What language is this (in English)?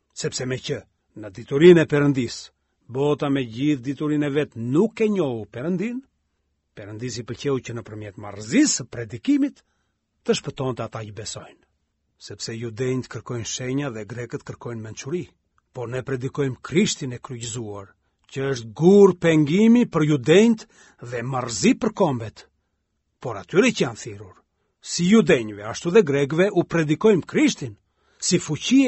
Albanian